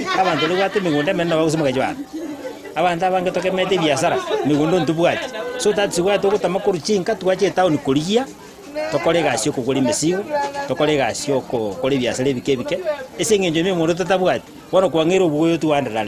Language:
Gusii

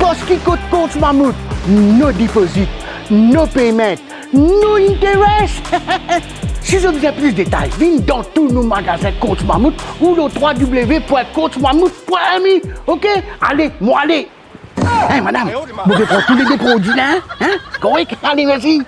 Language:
Morisyen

